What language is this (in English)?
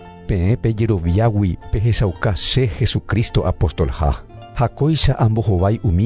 Guarani